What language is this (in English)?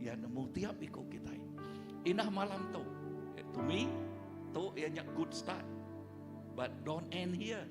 Iban